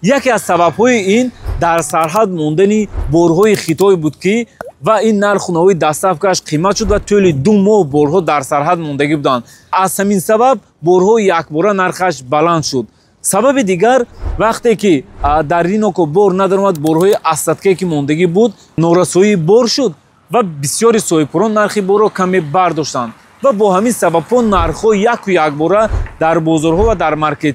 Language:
Tajik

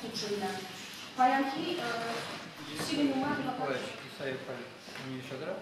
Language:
Chuvash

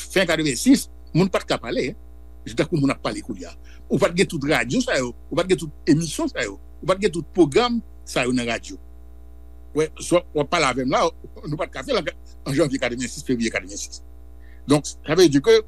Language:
Haitian Creole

